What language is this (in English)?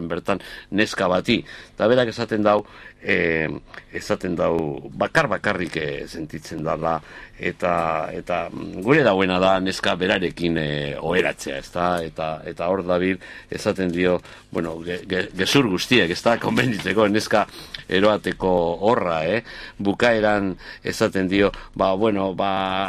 Basque